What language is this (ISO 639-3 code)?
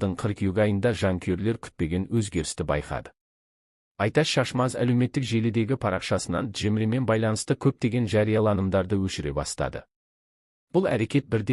kaz